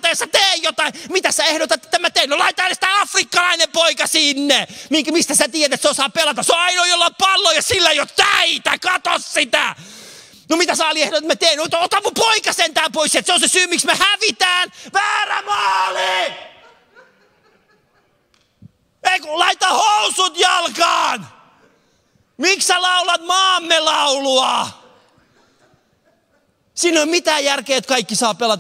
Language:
Finnish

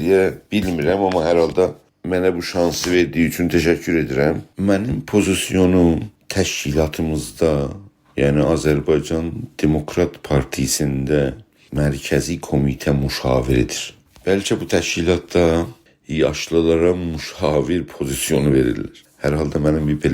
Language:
South Azerbaijani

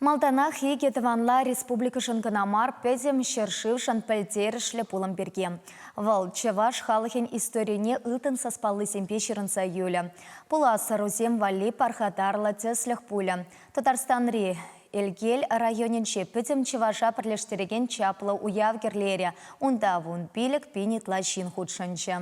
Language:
Chuvash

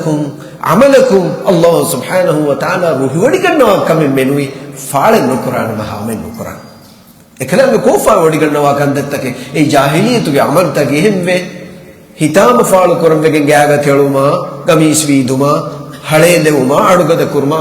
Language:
Divehi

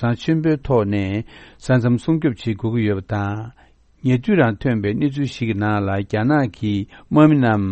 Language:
Korean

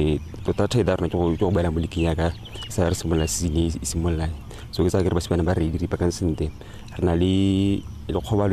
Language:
Tswana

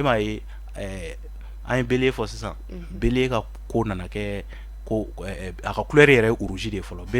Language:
Bambara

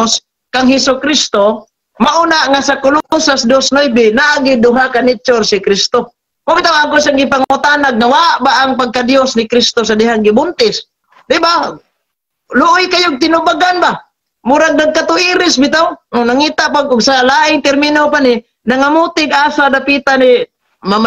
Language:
Cebuano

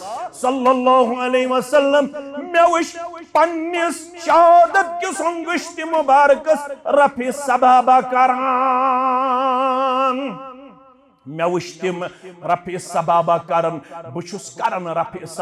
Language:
Kashmiri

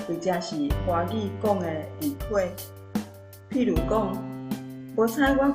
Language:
Min Nan Chinese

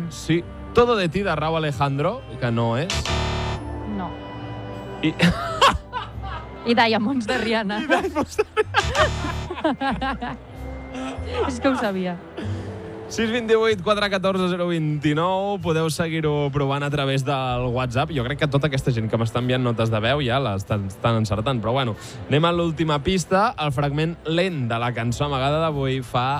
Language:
Catalan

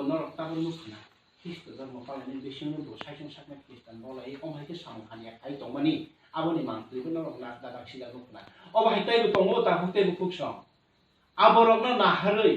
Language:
Kok Borok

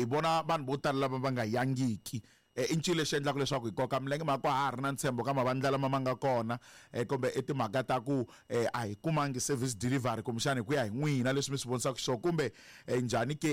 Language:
Tsonga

